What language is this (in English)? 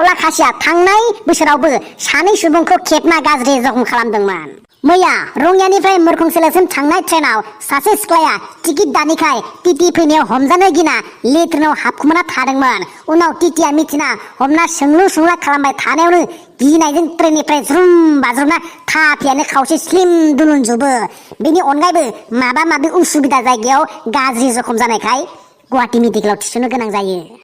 Bodo